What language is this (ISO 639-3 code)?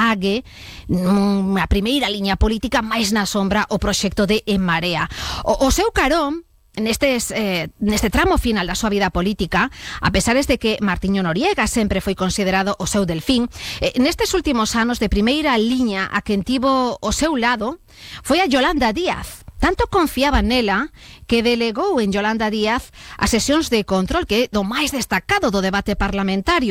glg